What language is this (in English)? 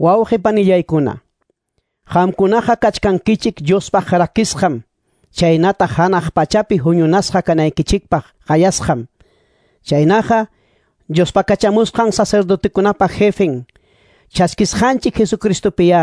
Quechua